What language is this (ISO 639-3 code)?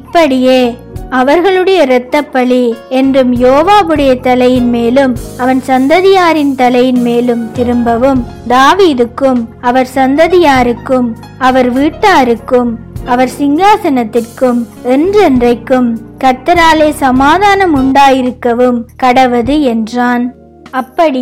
tam